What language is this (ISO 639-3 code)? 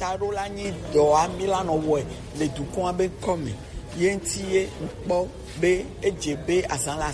gej